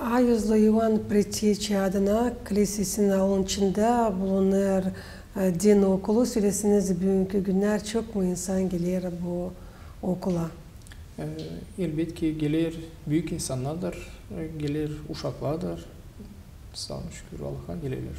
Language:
Gagauz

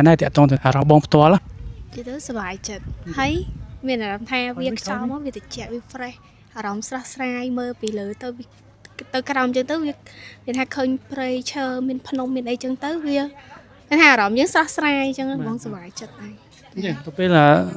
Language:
Khmer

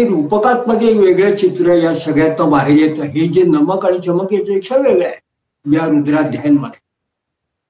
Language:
Marathi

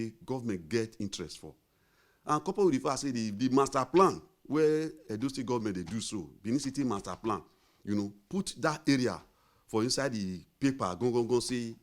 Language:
Nigerian Pidgin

